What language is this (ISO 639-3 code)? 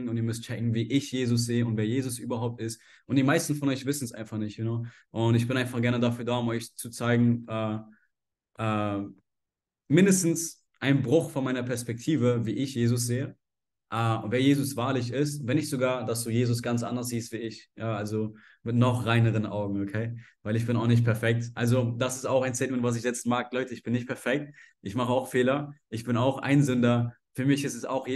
deu